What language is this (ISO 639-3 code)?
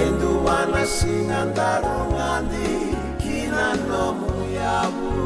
fij